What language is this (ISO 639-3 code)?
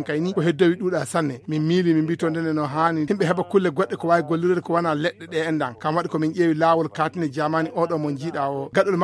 fuv